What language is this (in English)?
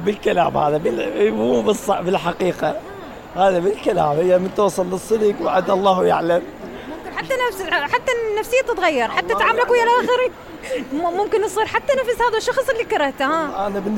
Mesopotamian Arabic